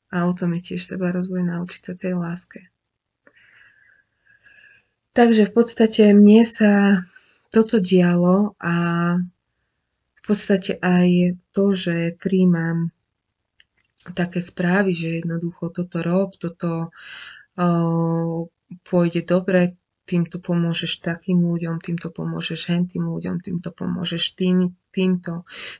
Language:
Slovak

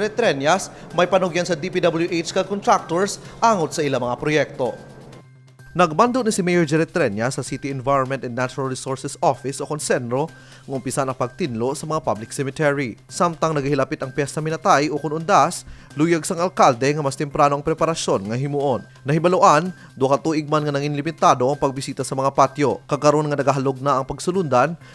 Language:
Hiligaynon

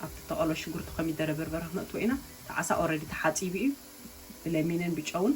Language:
Tigrinya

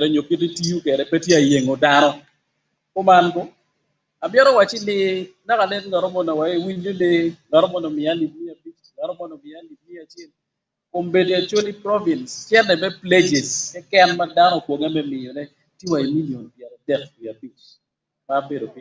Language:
Acoli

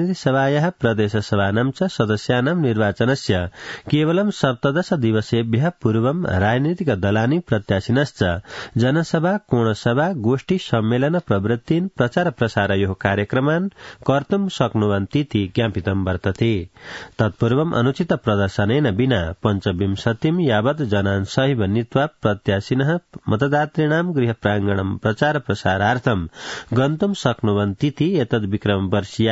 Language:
Sanskrit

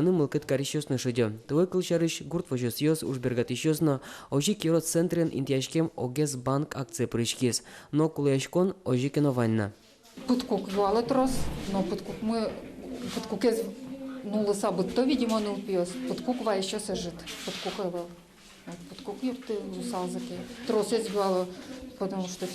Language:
Udmurt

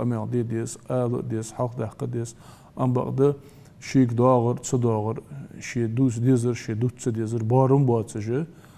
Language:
Ingush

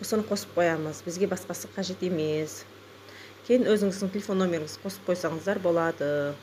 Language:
Kazakh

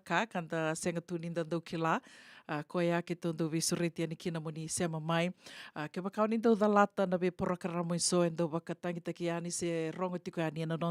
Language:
Fijian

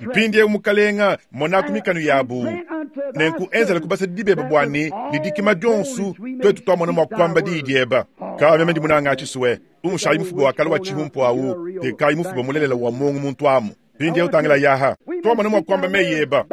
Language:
Luba-Lulua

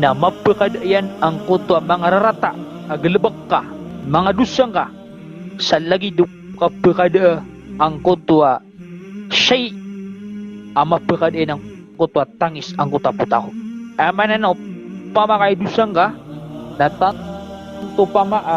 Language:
Maranao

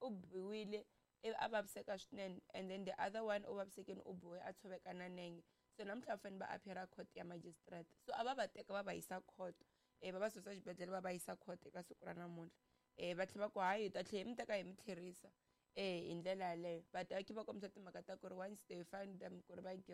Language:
Tsonga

